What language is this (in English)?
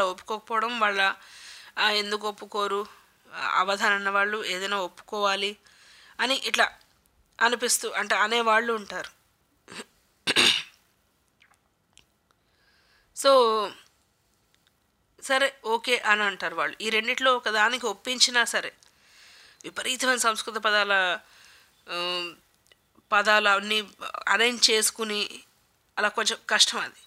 Telugu